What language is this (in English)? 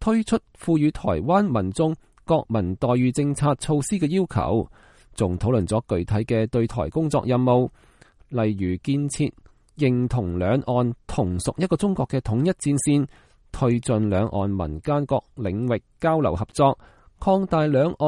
Cantonese